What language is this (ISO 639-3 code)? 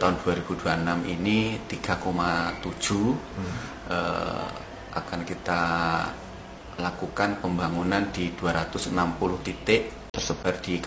ind